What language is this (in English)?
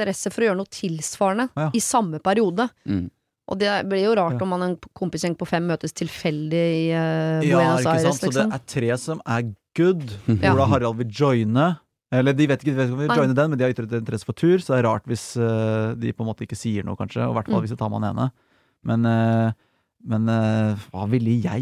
Norwegian